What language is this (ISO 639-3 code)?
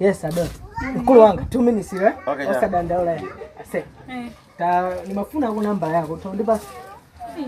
nya